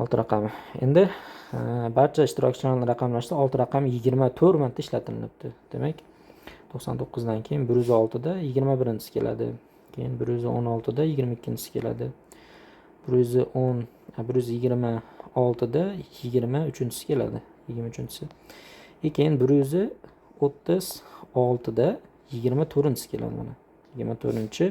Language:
Uzbek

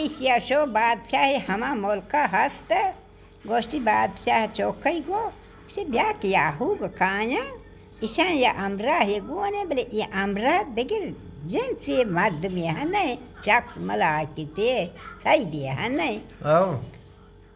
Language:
Baluchi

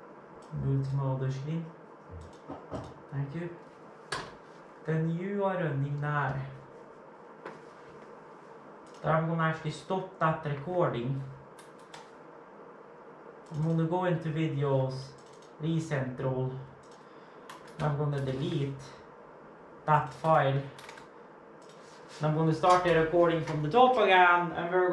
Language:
English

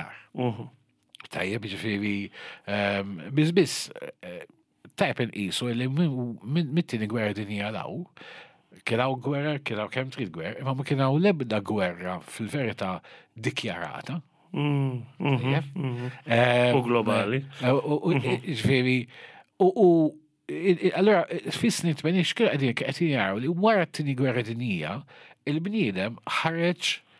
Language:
Maltese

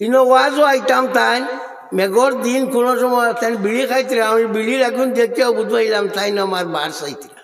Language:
Sylheti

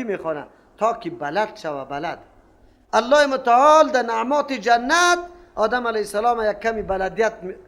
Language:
Persian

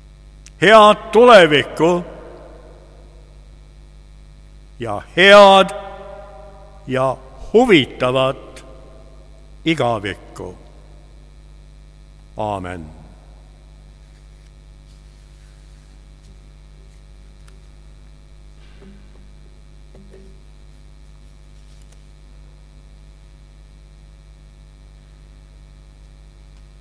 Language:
Estonian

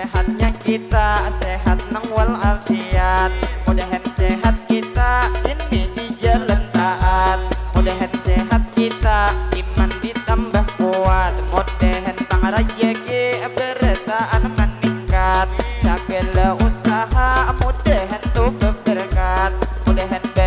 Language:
Banjar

